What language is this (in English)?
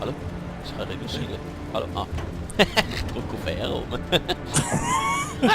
Swiss German